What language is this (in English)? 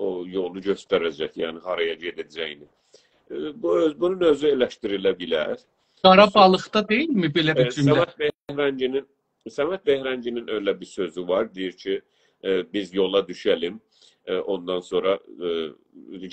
South Azerbaijani